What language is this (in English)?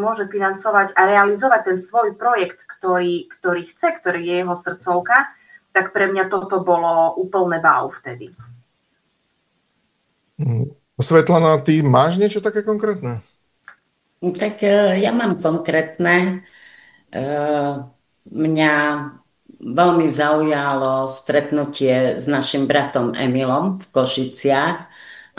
Slovak